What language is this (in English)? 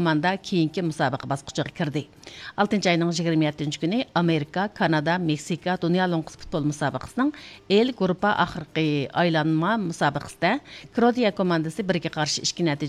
Uyghur